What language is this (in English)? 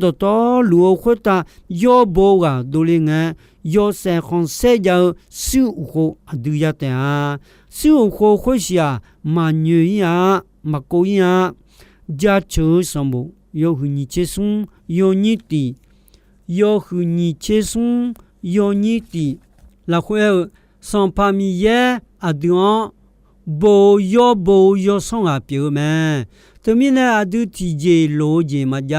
Akha